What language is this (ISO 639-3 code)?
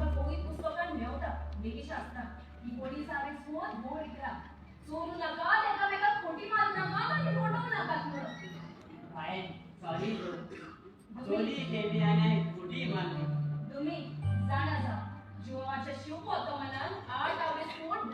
kok